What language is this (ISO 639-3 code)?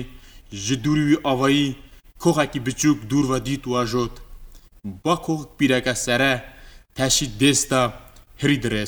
kur